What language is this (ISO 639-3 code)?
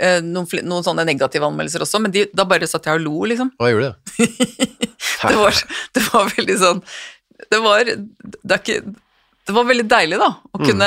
nor